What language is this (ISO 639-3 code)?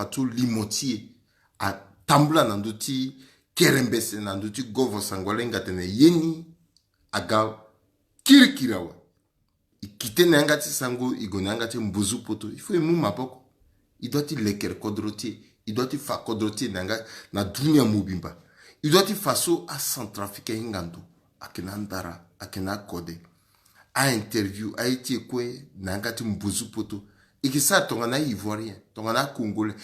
sag